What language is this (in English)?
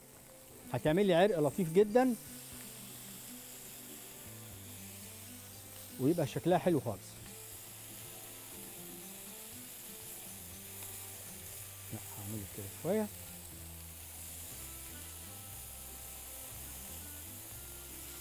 Egyptian Arabic